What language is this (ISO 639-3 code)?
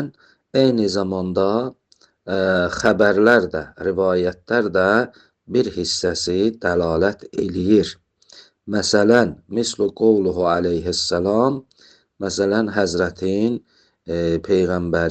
aze